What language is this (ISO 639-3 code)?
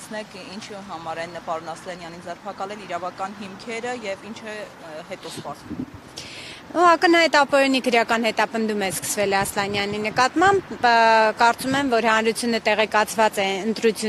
hye